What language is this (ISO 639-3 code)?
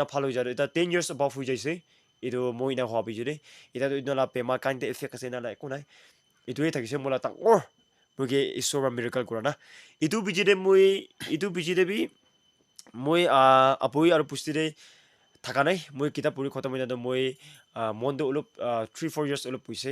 nag